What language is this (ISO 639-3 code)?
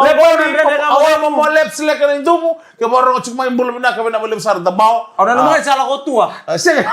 fij